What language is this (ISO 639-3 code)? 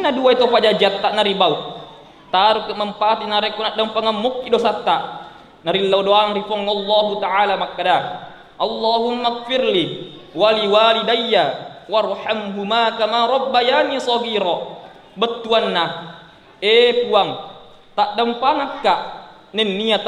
bug